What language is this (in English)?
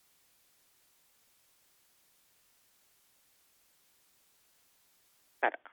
Kannada